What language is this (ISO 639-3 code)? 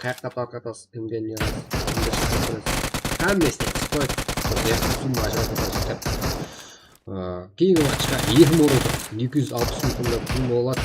kaa